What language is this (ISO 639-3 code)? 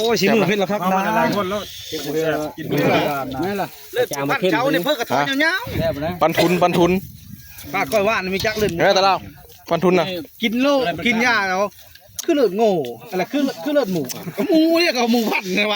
tts